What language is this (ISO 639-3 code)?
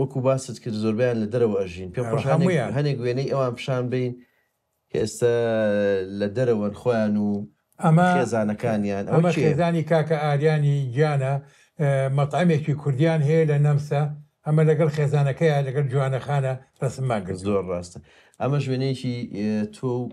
ckb